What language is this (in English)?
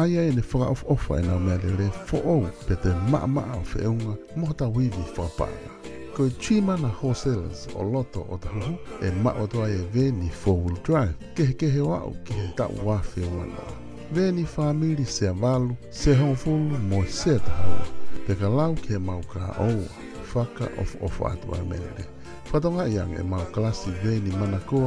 Tongan